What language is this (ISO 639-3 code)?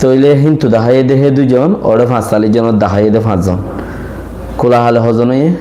rhg